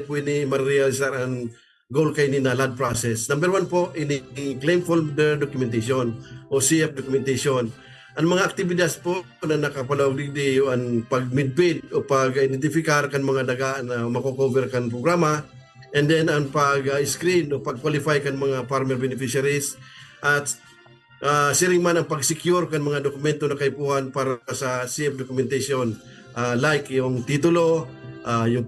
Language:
Bikol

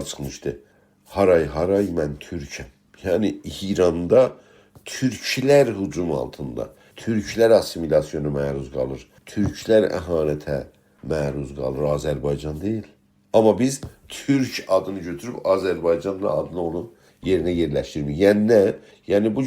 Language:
South Azerbaijani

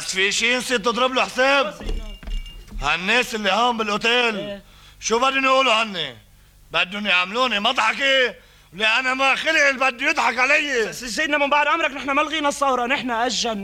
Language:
North Levantine Arabic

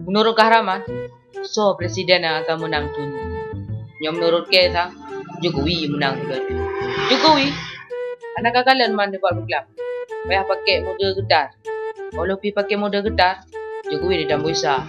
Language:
Achinese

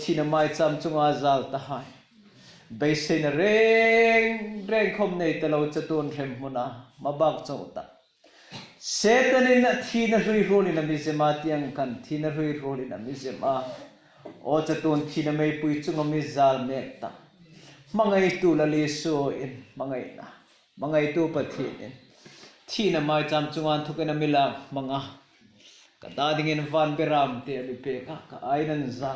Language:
Hmar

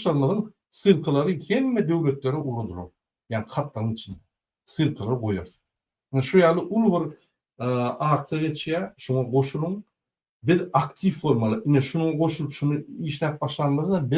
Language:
Turkmen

